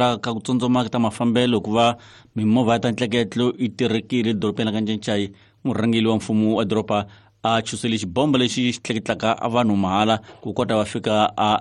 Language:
Tsonga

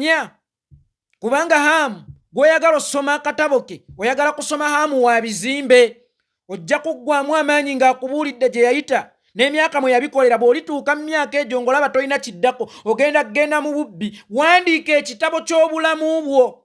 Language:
Ganda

